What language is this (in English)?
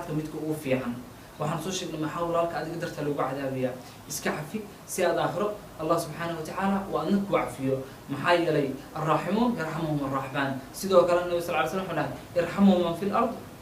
Somali